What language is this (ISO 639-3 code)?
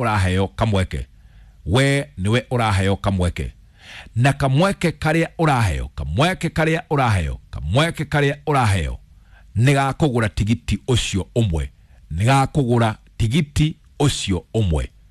kik